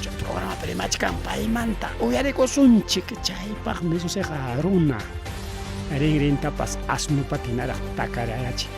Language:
Ayacucho Quechua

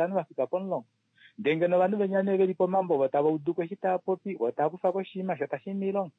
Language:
Kuanyama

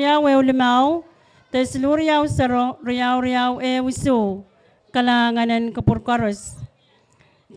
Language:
Pohnpeian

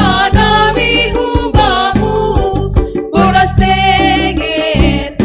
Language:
Batak Simalungun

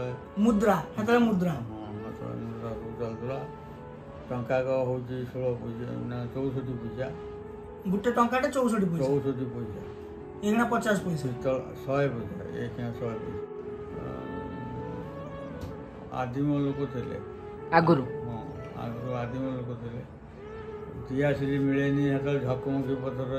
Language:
Odia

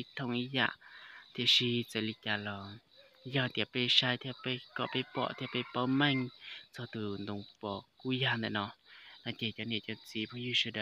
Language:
Hmong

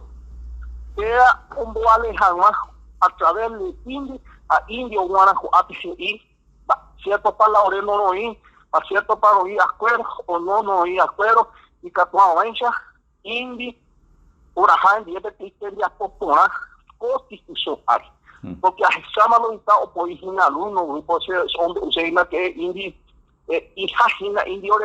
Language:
Guarani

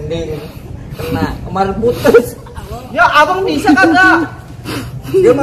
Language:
Betawi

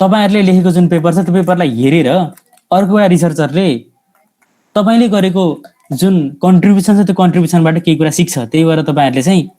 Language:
Nepali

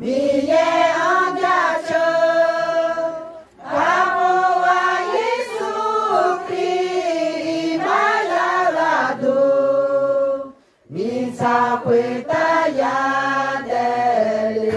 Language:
Akha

